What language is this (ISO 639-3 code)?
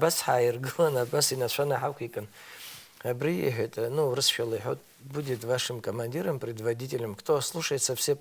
abk